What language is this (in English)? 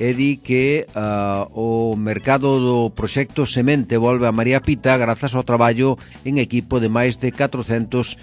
Galician